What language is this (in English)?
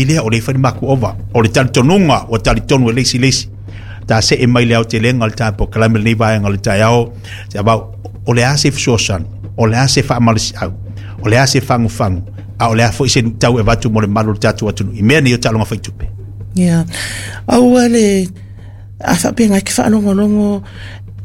Samoan